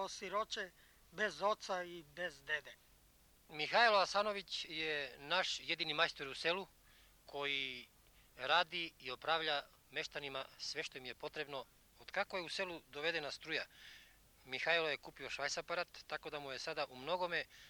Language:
Serbian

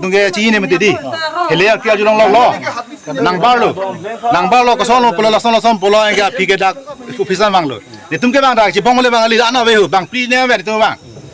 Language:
Karbi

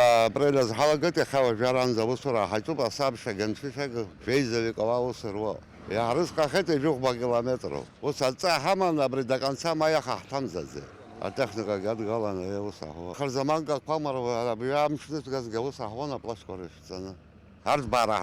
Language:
Abkhazian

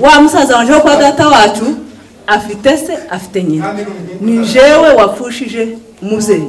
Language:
Kinyarwanda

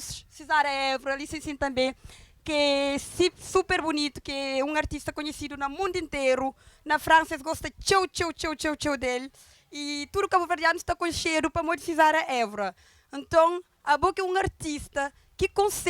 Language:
Kabuverdianu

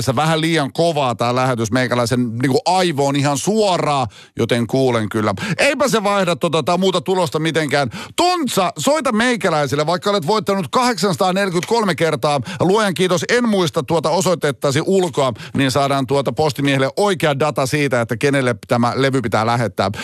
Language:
Finnish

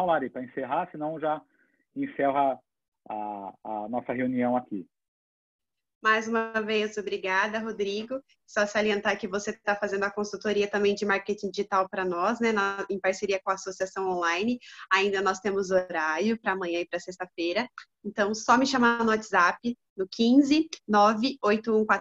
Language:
Portuguese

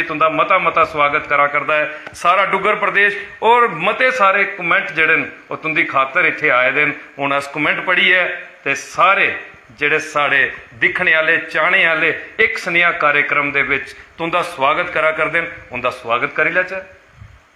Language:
Dogri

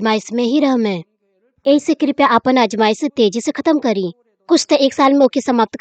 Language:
Bhojpuri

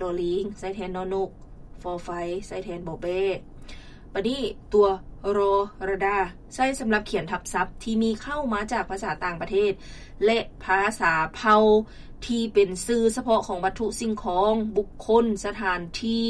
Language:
Lao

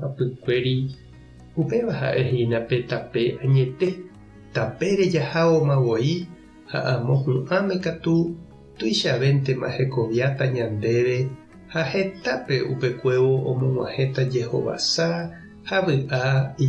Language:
Guarani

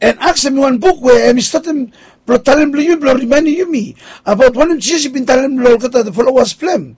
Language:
Bislama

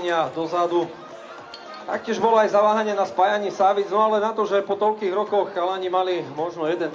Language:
Slovak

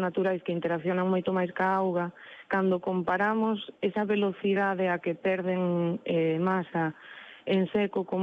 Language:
Galician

